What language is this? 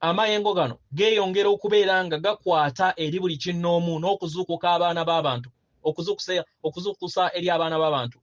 Ganda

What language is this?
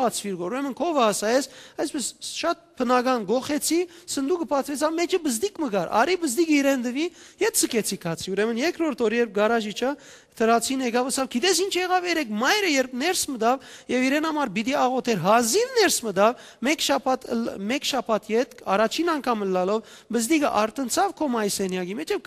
Western Armenian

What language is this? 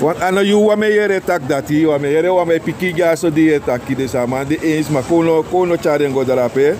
Sranan Tongo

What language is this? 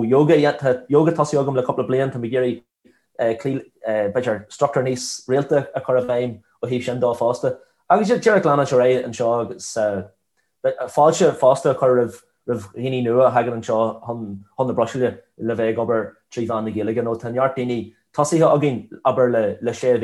Irish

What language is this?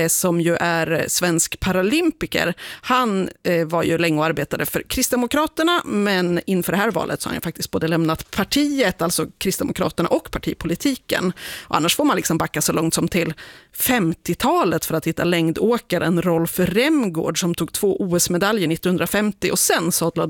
Swedish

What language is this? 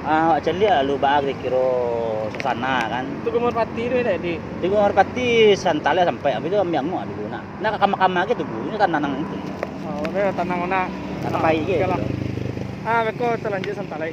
Minangkabau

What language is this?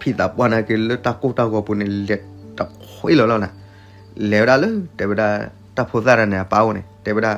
S'gaw Karen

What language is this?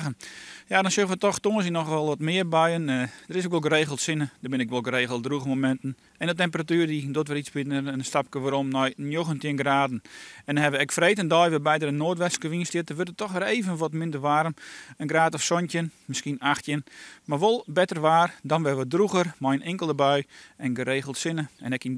Western Frisian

